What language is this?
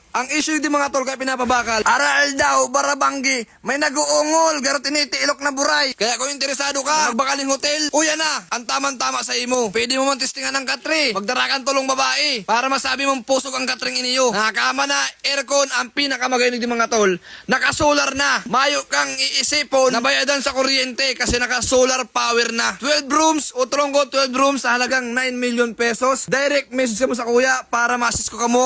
Bikol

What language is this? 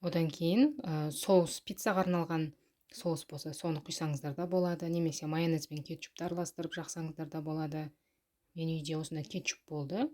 Kazakh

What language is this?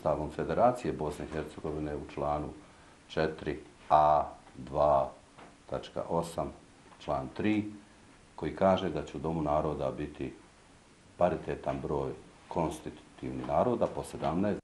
Bosnian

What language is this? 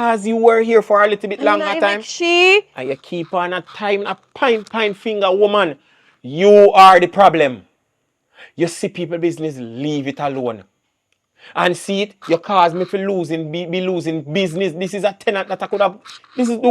Jamaican Creole English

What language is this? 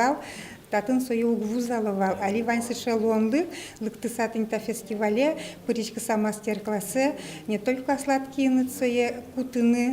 Udmurt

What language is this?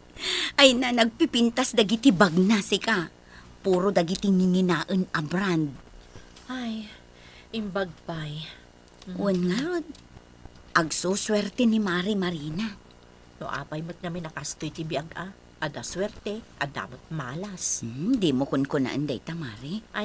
Iloko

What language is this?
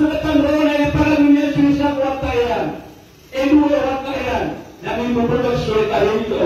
Maranao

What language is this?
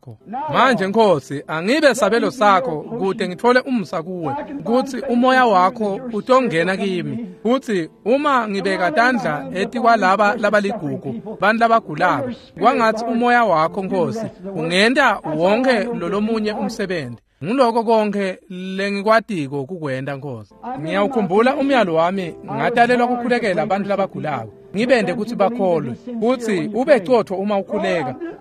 Swati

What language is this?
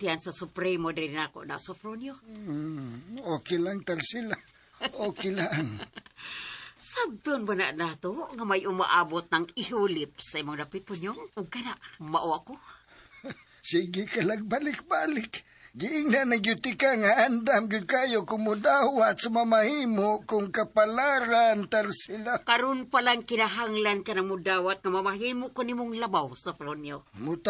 Cebuano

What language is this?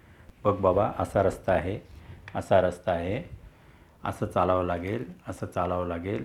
Marathi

